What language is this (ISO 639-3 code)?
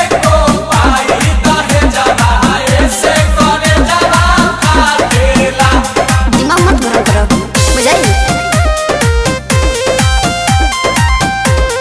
bho